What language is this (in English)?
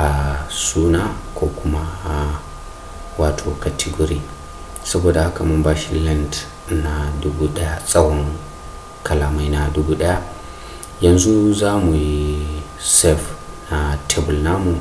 Hausa